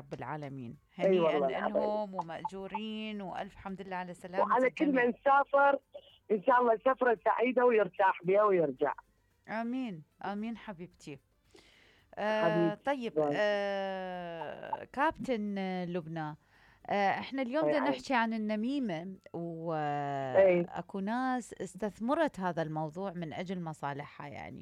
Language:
Mesopotamian Arabic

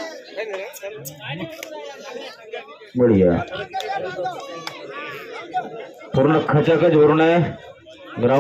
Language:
Marathi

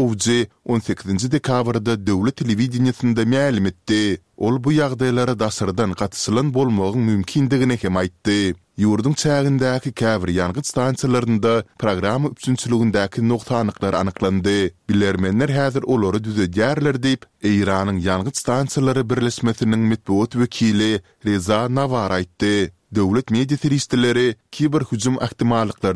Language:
Turkmen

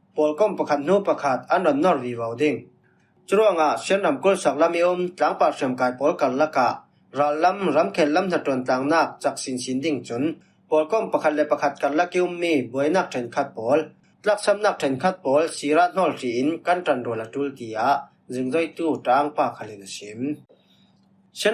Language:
Falam Chin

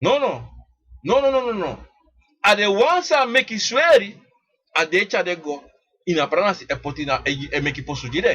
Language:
Sranan Tongo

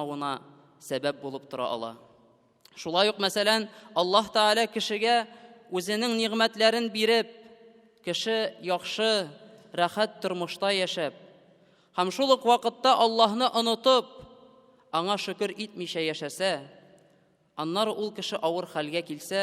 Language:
Tatar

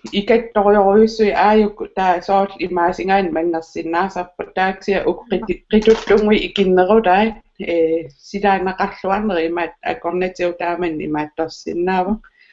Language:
Kalaallisut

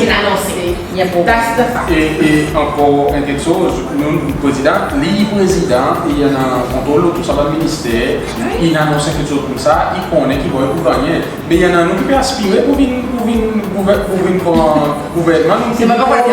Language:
Seselwa Creole French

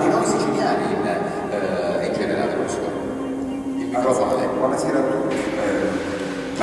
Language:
Sicilian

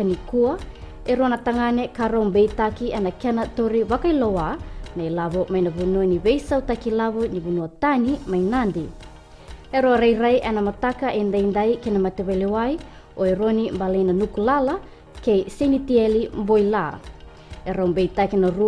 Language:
Fijian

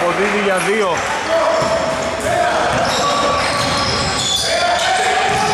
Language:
Greek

